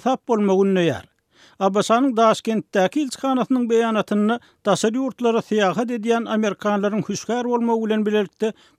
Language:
Turkmen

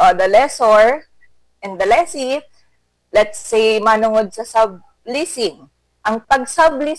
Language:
Bikol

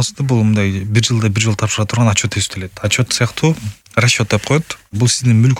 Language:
Kyrgyz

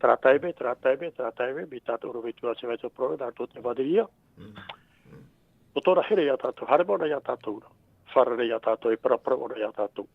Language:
Tahitian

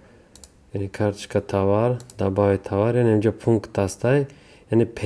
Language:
Tajik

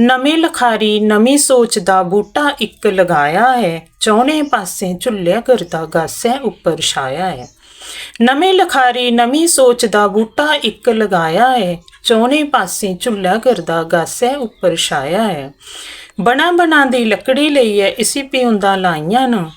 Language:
Dogri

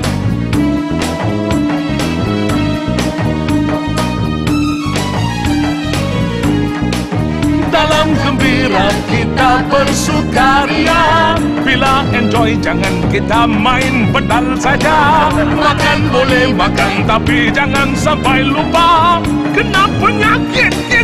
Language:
Malay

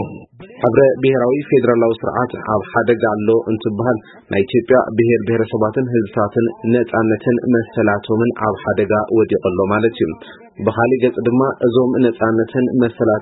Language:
Tigrinya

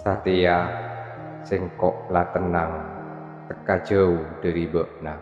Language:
Madurese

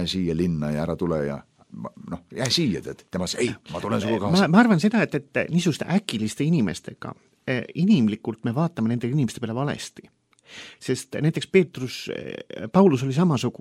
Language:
Estonian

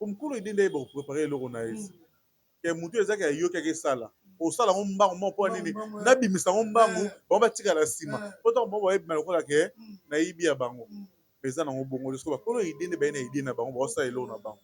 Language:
Lingala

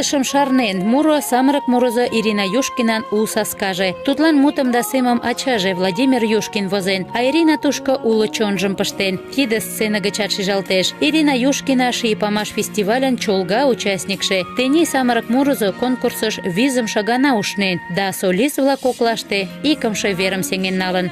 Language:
Mari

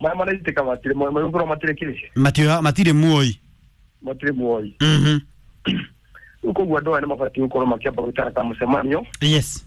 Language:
Kikuyu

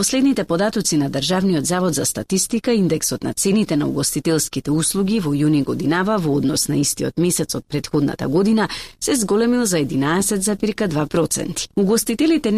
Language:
Macedonian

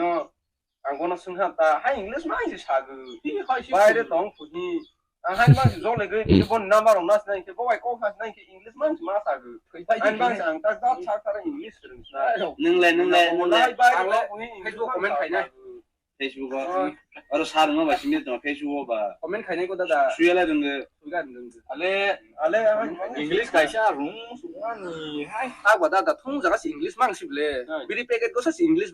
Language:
Kok Borok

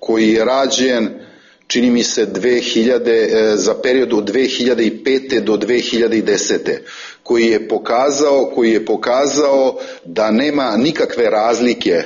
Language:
Serbian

